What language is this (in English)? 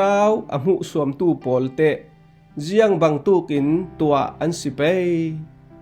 Falam Chin